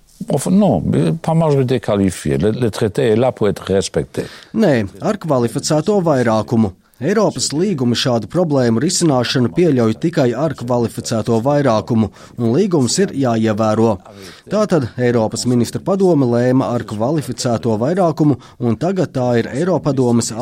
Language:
Latvian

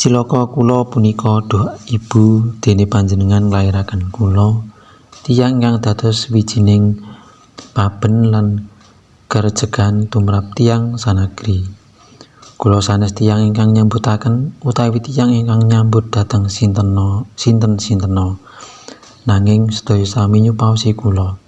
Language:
Javanese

